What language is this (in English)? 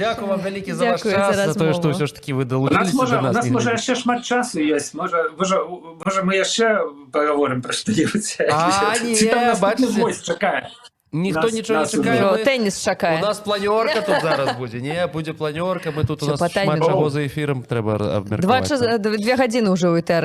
Belarusian